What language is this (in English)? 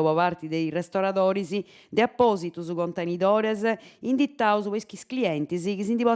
Sardinian